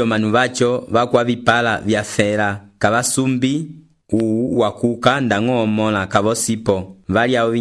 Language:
Umbundu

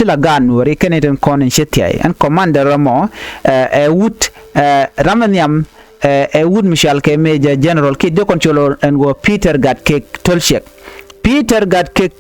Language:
Nuer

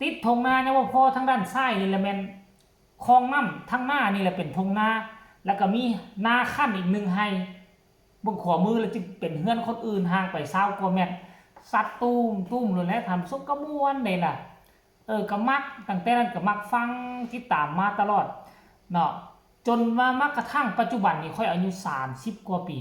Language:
Northeastern Thai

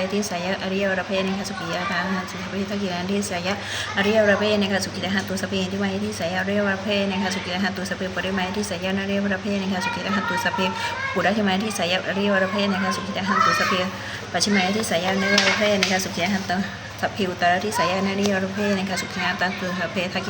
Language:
Pali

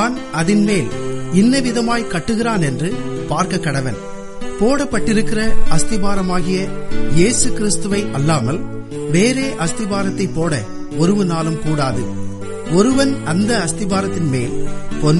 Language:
Tamil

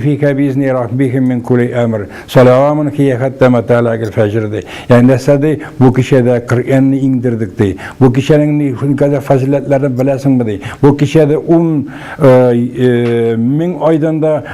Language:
Tatar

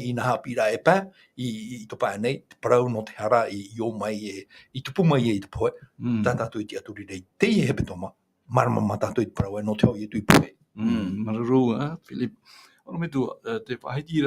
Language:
Tahitian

